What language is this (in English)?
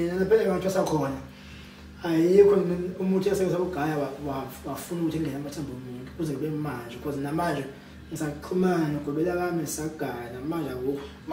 Zulu